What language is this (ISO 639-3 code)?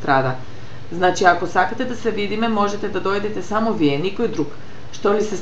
mkd